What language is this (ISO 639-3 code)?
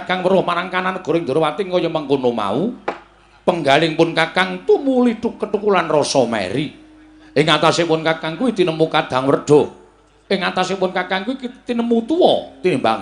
jav